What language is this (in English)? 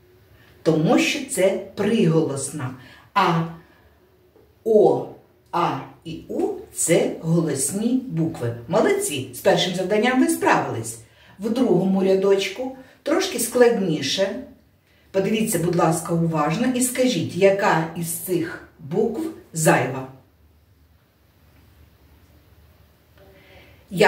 Ukrainian